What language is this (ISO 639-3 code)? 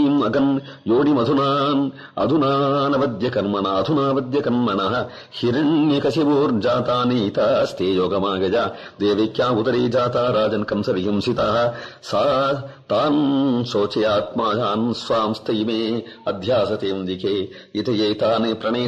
san